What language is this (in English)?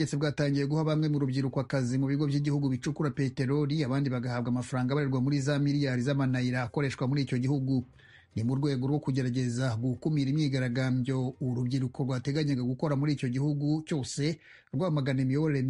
Kinyarwanda